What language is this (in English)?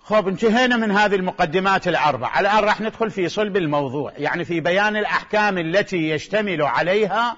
Mesopotamian Arabic